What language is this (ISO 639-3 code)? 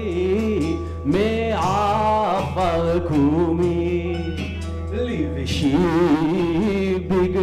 heb